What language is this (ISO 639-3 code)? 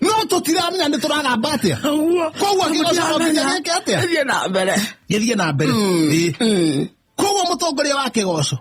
kik